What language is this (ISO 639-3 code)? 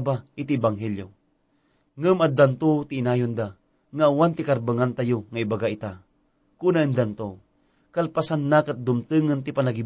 ilo